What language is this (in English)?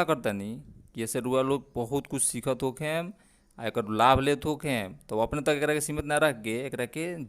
Bhojpuri